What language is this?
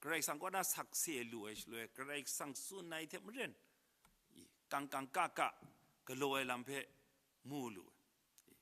Kachin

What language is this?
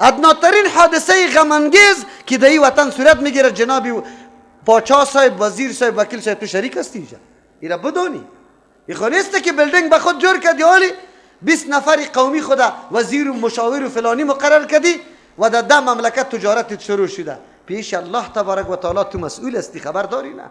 Persian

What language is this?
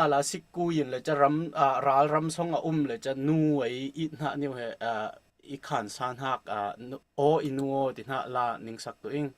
Falam Chin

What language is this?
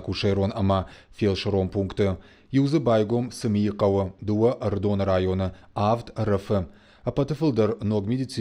Ossetic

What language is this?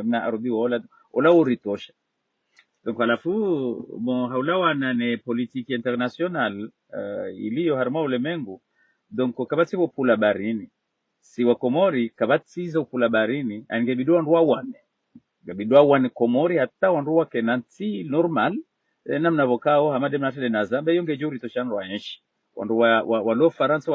Ngazidja Comorian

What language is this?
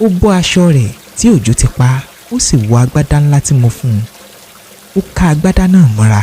Yoruba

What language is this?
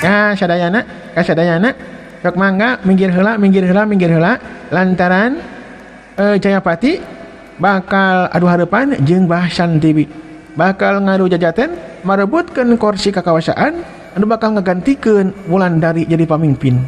Sundanese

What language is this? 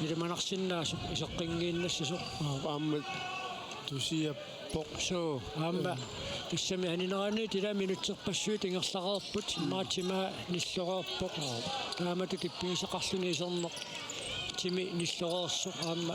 Kalaallisut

